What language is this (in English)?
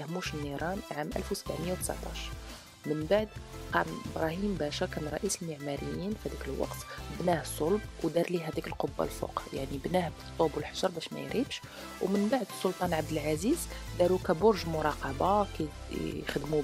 Moroccan Arabic